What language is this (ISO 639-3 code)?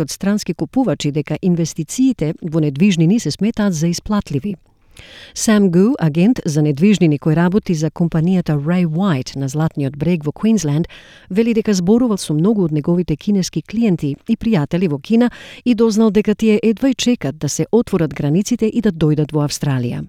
mkd